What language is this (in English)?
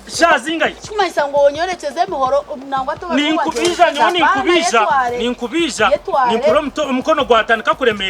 Nyankole